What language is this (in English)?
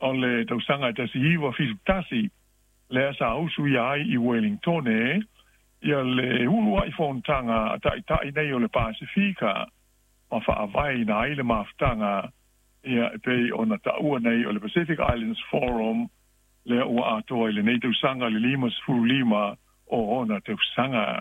Samoan